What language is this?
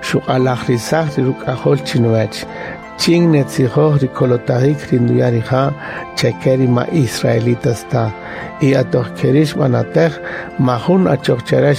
Kaqchikel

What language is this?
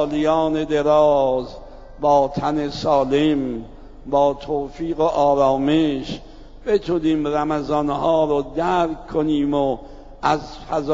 Persian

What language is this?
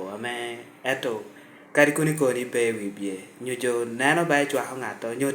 Lango (Uganda)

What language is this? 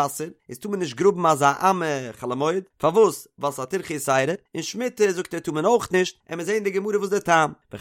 Yiddish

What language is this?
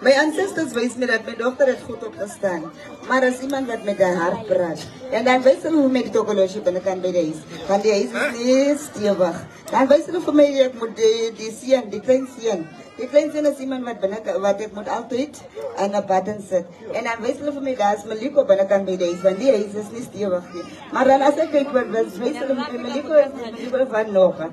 Northern Sotho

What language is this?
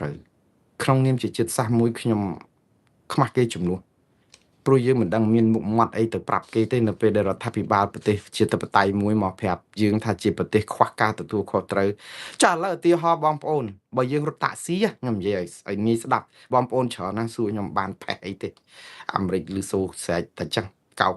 Khmer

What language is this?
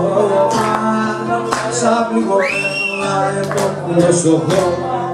Greek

